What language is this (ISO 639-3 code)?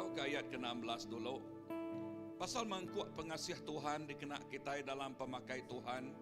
iba